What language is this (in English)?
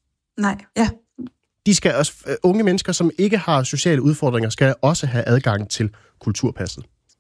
Danish